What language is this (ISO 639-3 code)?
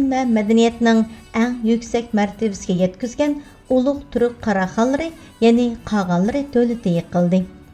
uig